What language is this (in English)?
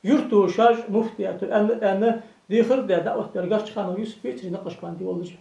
Ingush